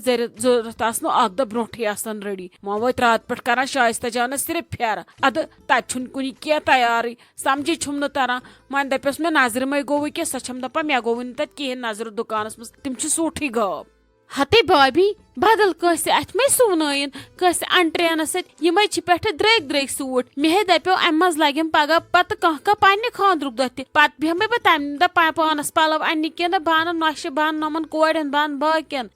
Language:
Kashmiri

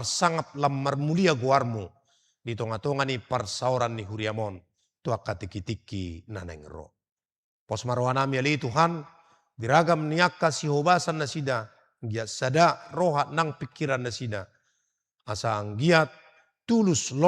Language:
Batak Toba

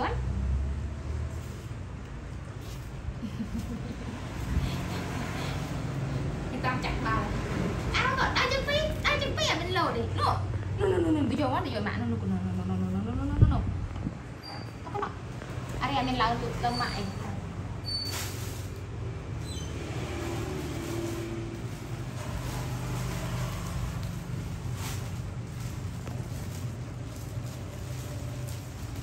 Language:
Vietnamese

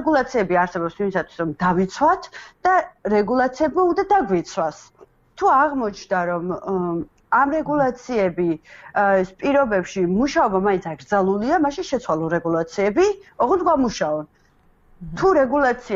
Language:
Georgian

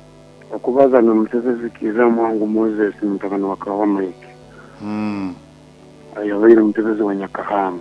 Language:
Nyoro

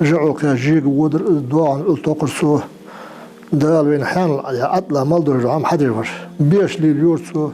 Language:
Ingush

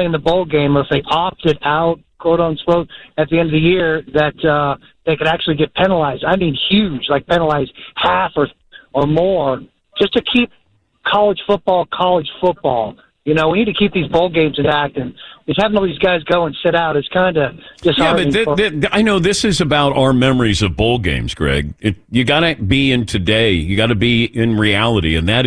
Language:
English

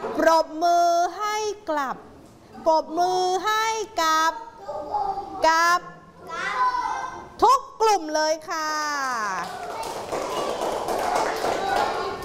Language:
Thai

